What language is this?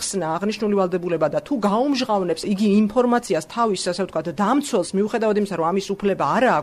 Georgian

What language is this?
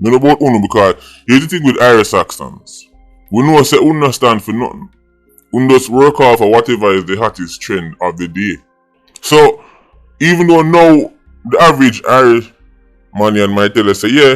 Jamaican Creole English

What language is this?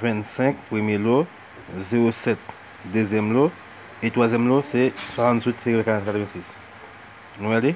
Haitian Creole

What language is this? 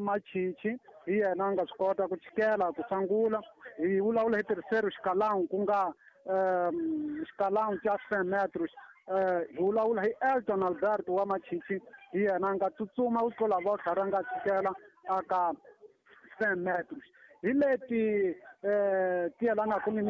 Tsonga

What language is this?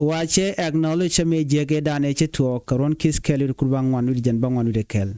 Nuer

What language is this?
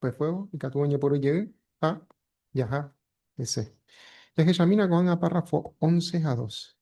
Guarani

